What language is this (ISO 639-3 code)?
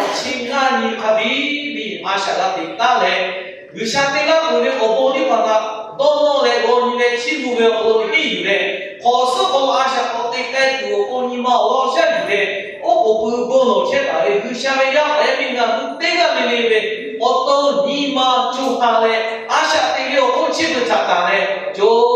lhu